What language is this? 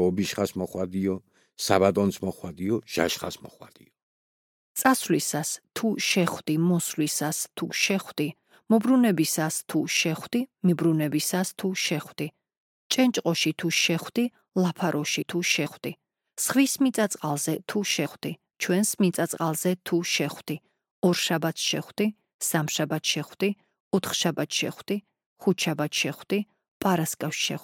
Georgian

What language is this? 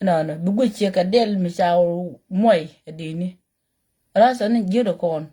Nuer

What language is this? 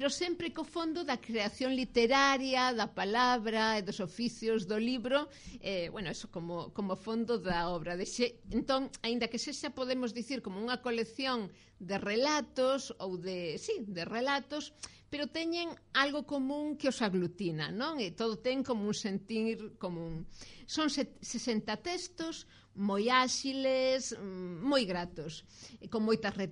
Galician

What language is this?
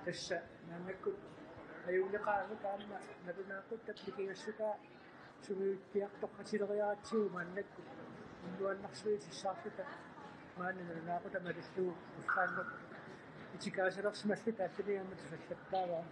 Kalaallisut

